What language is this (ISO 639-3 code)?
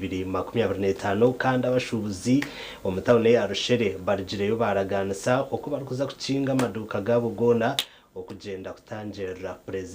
nyn